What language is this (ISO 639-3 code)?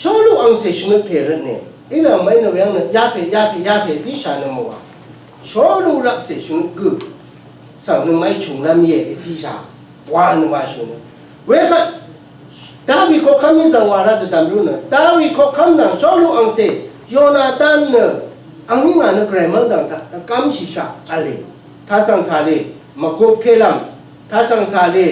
raw